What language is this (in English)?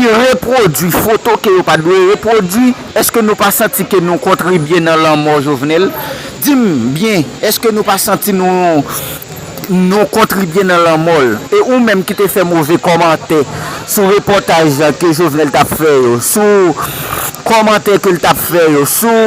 Haitian Creole